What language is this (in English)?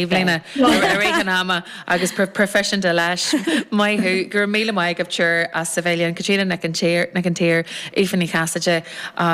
Irish